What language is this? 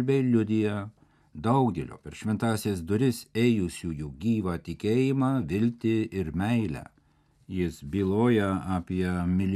Lithuanian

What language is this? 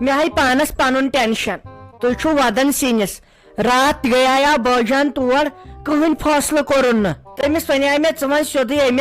Kashmiri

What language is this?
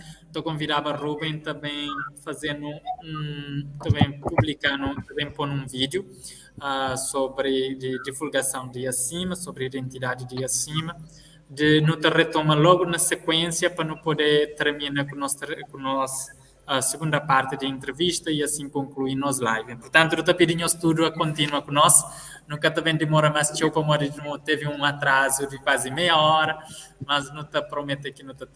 Kabuverdianu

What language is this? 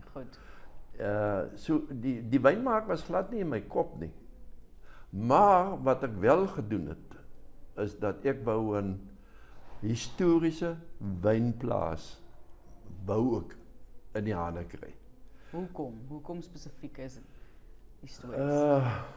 Afrikaans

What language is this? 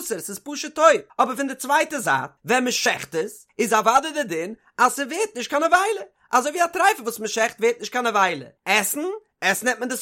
Yiddish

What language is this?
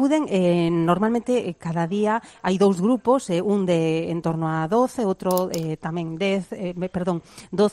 Galician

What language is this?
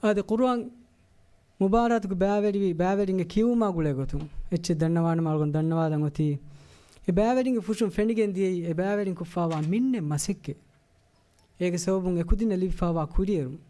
Divehi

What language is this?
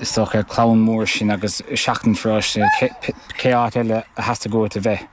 Irish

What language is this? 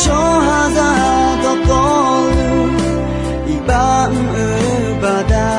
Akha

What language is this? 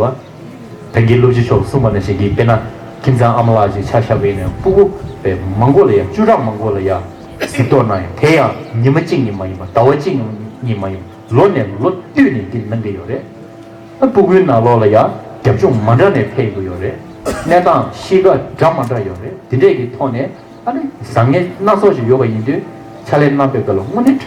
Tibetan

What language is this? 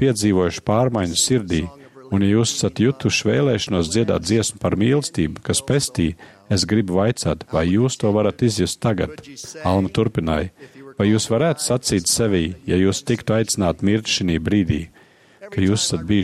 Latvian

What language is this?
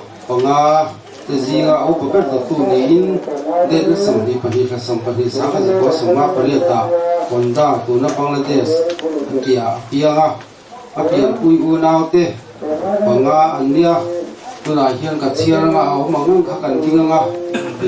Mizo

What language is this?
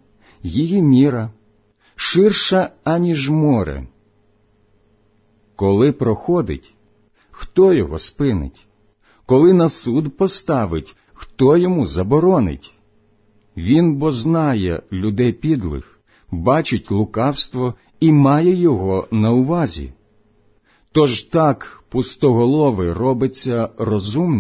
Ukrainian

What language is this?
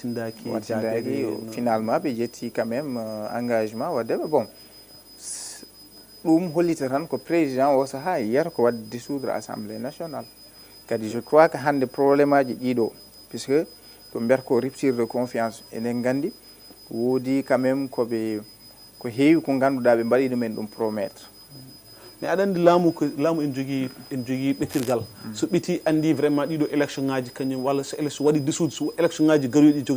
Fula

